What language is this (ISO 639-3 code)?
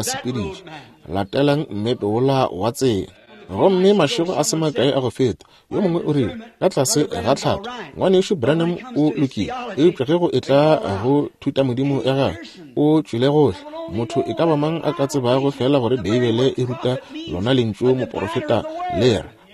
nso